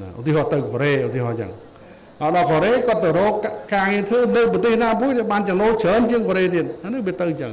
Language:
Khmer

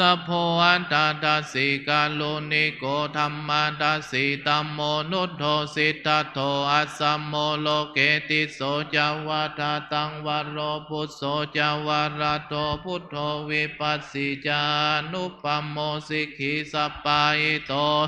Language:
Pali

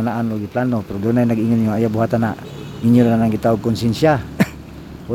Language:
Cebuano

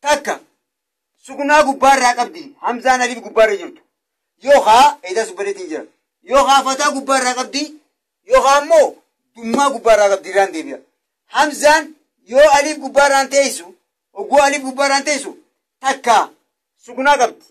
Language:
Oromo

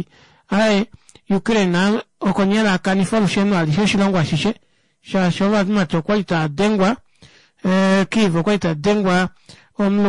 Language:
Kuanyama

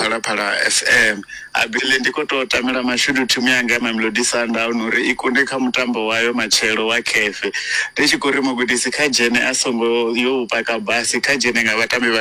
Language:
Venda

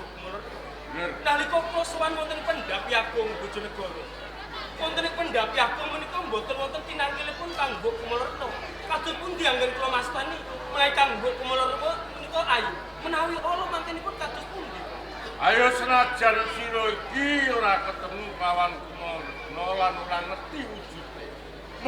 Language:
Javanese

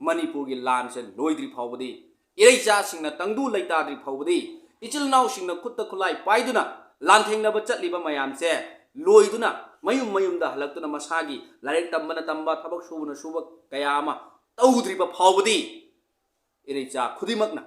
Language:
Manipuri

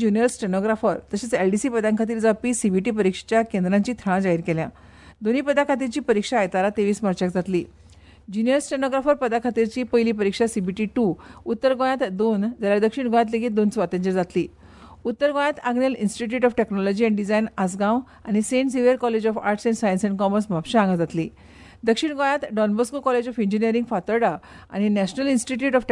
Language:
Konkani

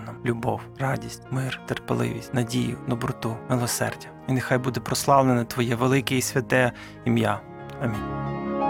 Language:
Ukrainian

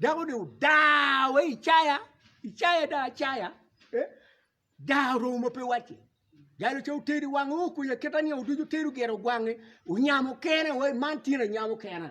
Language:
Acoli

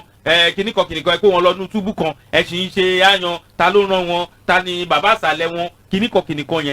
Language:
Yoruba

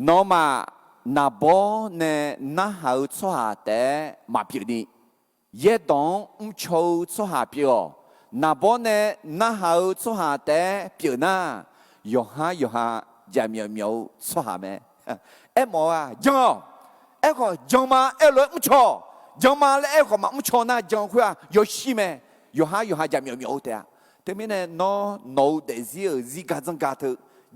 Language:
Akha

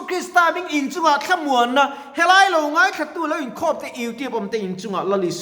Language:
Mizo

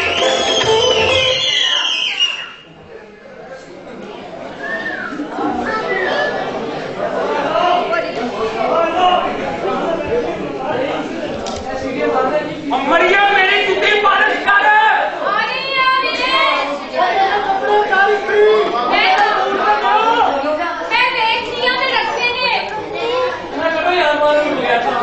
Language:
Punjabi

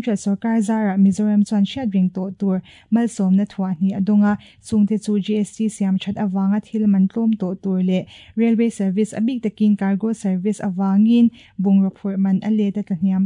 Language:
Mizo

